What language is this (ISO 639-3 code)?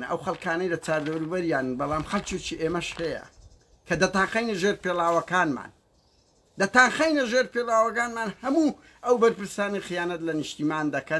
ckb